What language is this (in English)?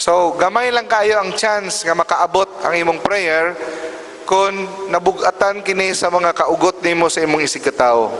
Cebuano